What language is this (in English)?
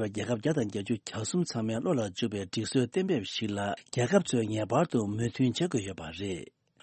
Tibetan